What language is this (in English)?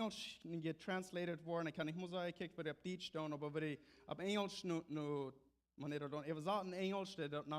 Plautdietsch